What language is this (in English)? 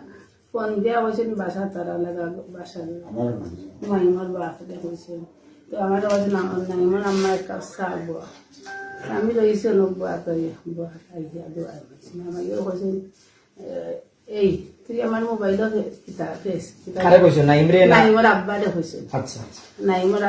Sylheti